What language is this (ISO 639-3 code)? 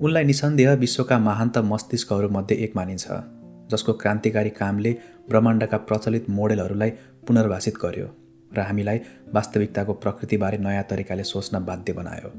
nep